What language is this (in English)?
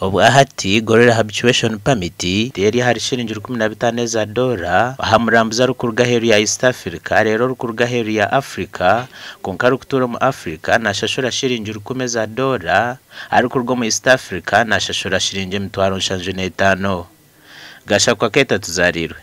Nyankole